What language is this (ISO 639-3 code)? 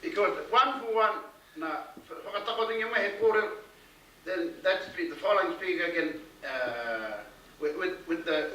mri